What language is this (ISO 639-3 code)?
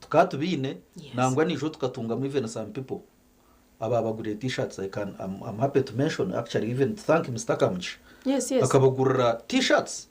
nyn